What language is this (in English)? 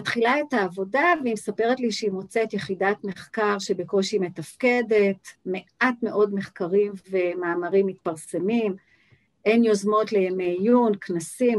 Hebrew